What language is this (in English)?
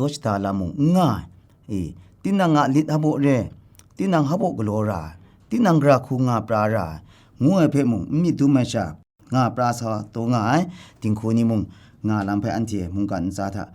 Kachin